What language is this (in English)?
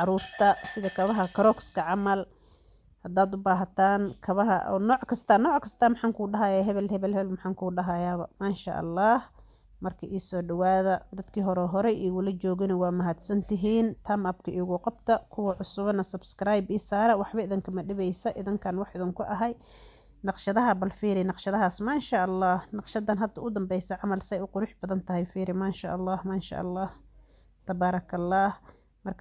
Somali